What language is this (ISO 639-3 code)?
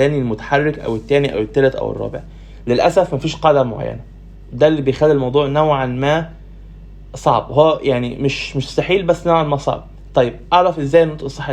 arz